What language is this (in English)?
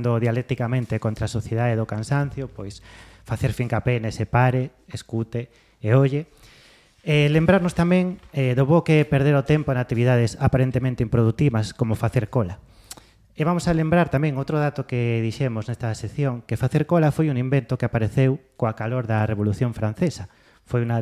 Galician